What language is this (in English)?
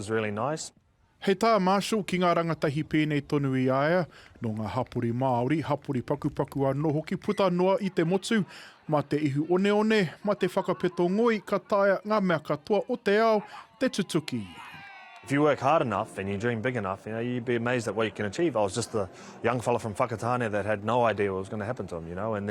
Māori